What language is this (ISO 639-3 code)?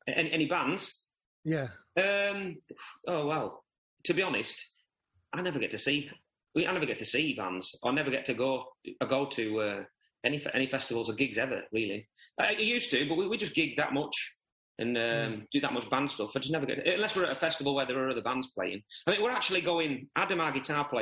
eng